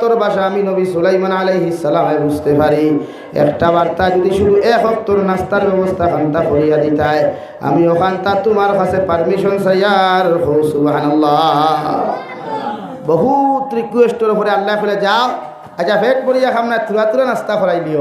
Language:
Sylheti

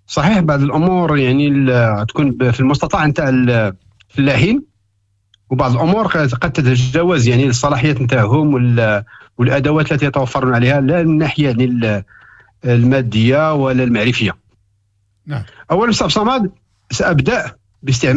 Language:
Moroccan Arabic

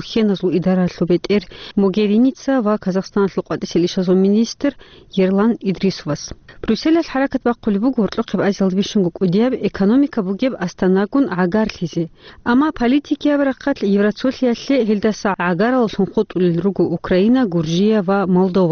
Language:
Avaric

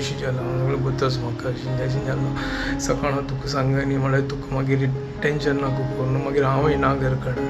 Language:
Konkani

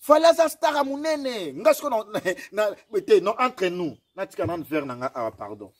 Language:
Lingala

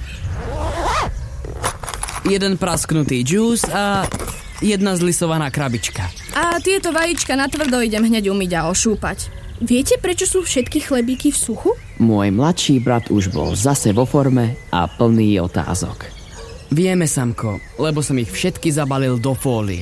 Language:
Slovak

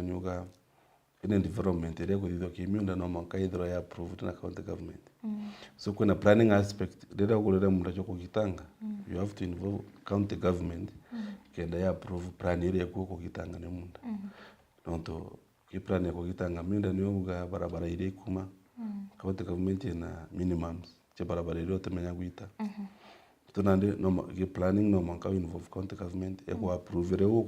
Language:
Meru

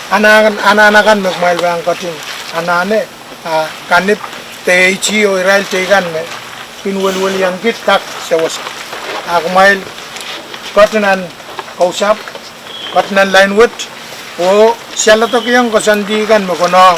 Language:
Pohnpeian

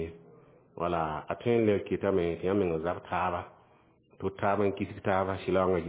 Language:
Mossi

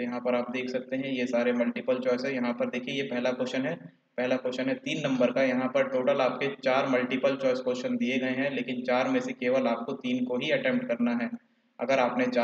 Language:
Hindi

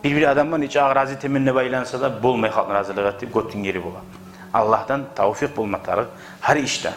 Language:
Kumyk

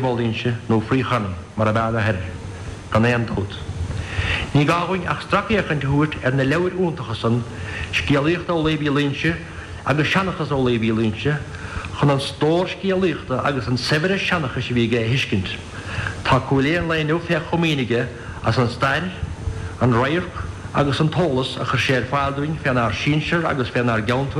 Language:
Irish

